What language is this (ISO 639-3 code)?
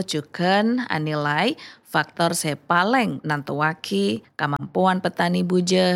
mad